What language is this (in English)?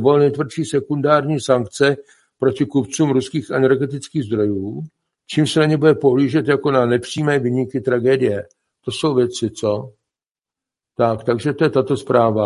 Czech